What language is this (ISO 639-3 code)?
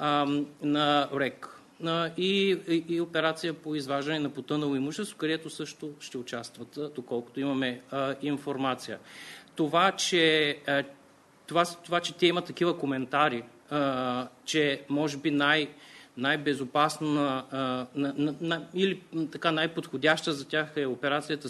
bul